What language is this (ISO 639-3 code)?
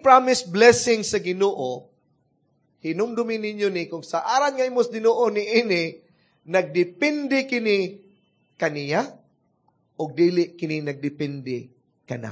ceb